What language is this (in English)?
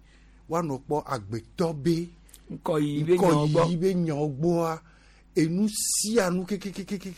Gen